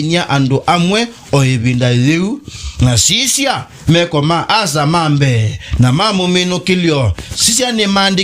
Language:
Kamba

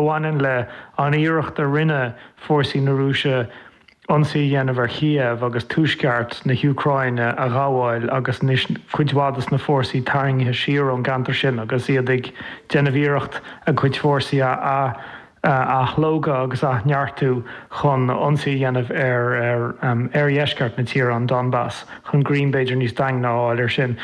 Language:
Irish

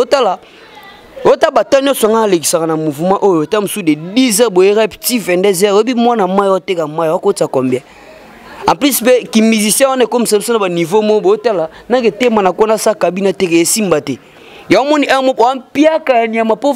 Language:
Lingala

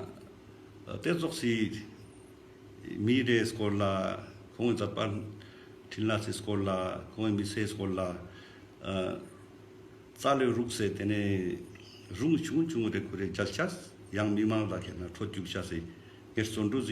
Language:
Ladakhi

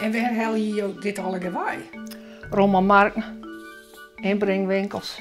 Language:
Western Frisian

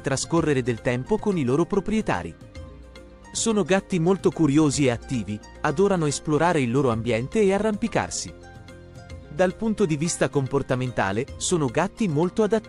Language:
Italian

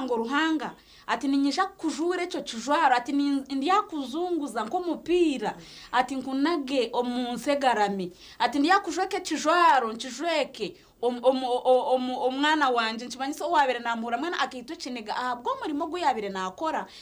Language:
Nyankole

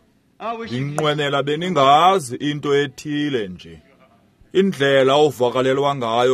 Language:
Xhosa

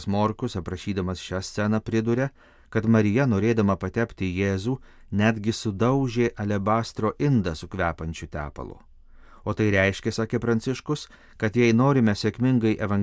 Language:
Lithuanian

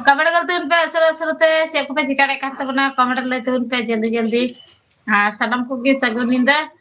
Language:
Santali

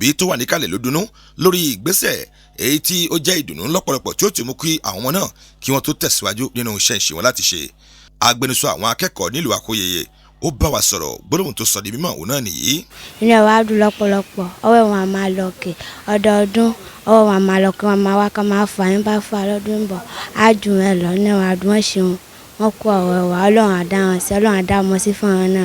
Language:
Yoruba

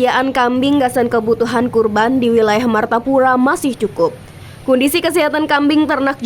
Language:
Banjar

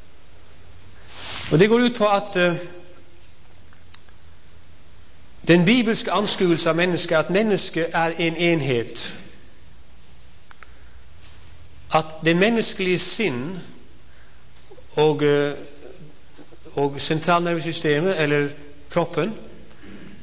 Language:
Norwegian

